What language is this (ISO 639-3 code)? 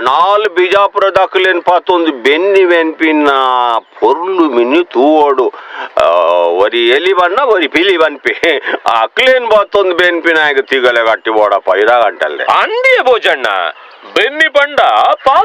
tcy